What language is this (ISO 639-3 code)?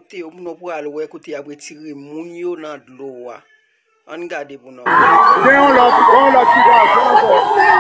hat